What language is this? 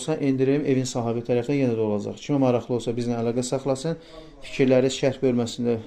Azerbaijani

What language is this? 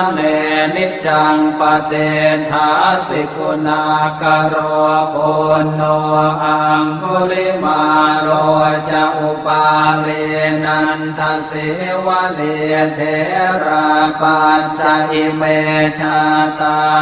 Pali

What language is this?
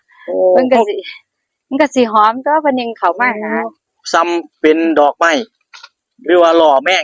Northeastern Thai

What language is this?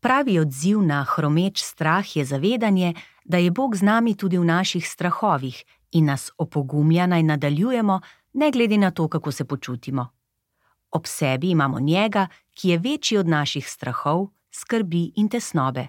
Slovenian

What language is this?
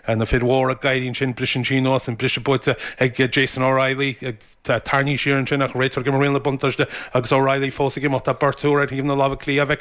Irish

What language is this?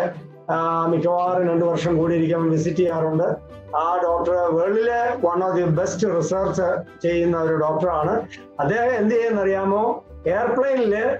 Malayalam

